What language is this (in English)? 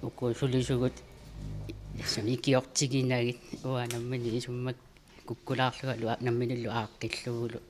Kalaallisut